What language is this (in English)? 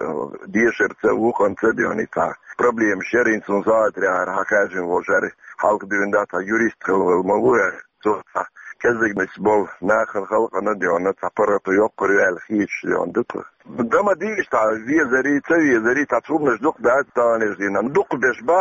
Chechen